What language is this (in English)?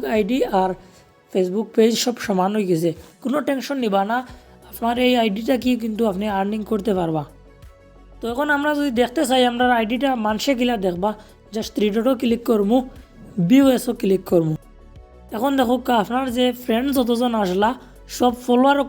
Sylheti